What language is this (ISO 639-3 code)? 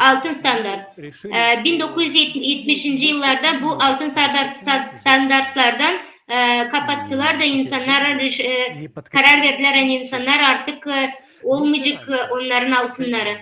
gag